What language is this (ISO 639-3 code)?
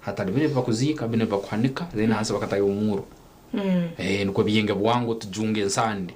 nyn